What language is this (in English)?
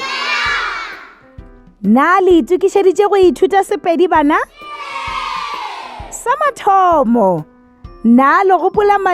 Northern Sotho